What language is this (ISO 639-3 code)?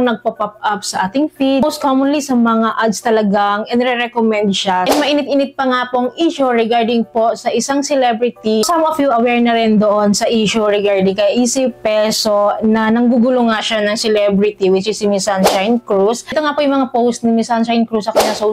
fil